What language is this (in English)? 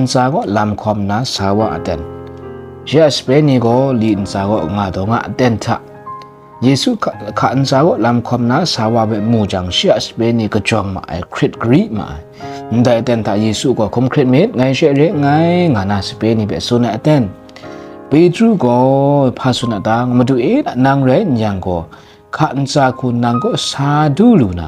Kachin